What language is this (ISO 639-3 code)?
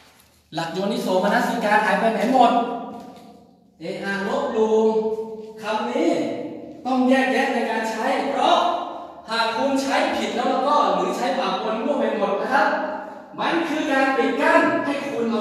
tha